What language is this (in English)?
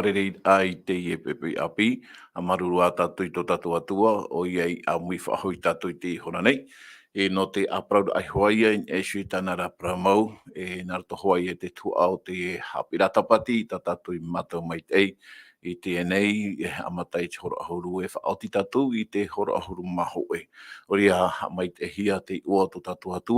Tahitian